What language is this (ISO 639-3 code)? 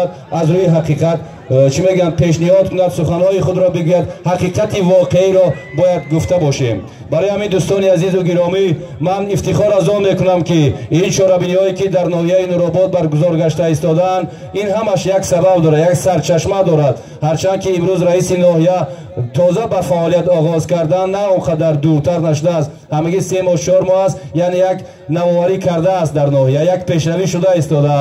tgk